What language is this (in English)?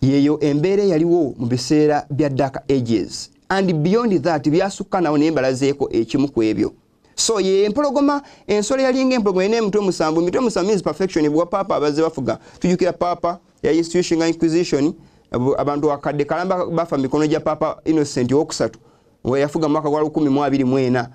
Ganda